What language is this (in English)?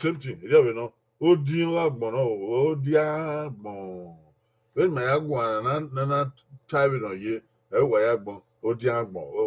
Bini